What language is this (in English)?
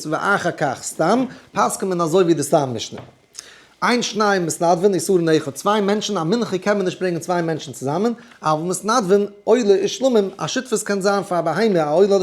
Yiddish